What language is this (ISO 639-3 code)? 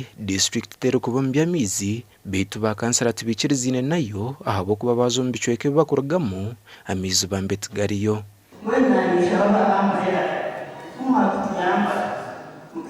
nyn